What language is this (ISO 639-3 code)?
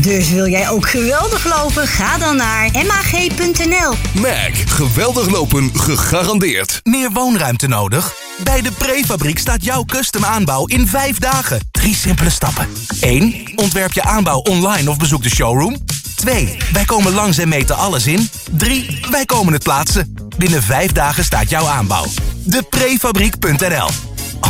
nld